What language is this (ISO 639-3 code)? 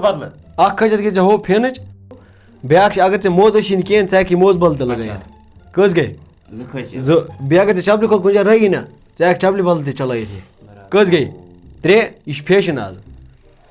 kas